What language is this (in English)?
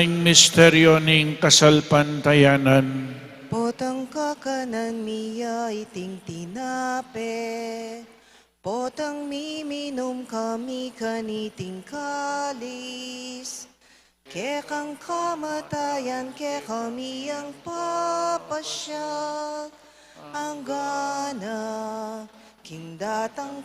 Pampanga